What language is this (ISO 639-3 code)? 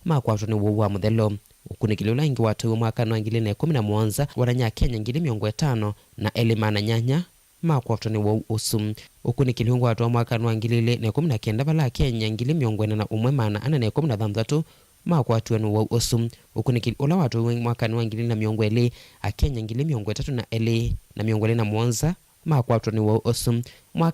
kam